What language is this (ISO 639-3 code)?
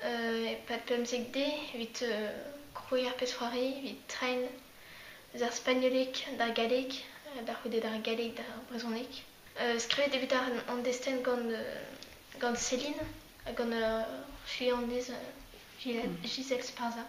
bre